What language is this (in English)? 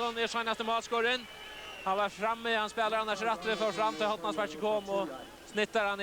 Faroese